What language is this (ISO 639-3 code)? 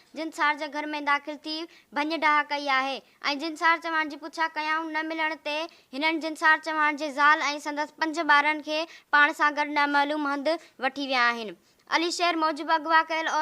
snd